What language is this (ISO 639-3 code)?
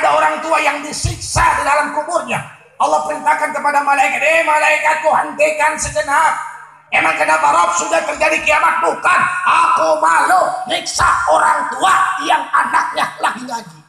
ind